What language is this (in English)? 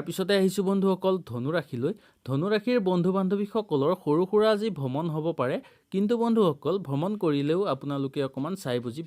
Assamese